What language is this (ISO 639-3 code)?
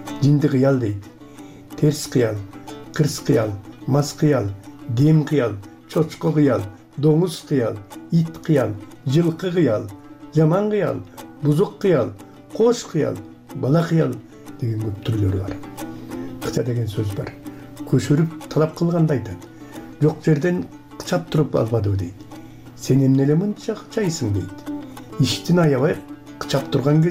kir